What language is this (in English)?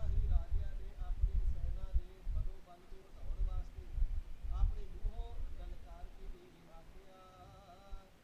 Punjabi